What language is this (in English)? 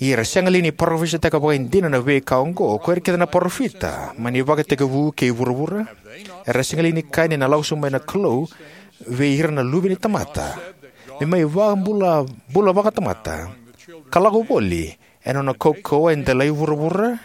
Fijian